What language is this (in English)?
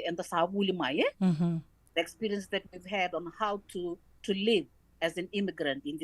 Fijian